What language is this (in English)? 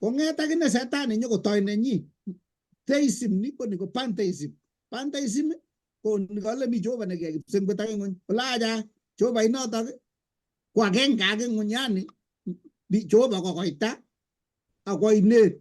Kalenjin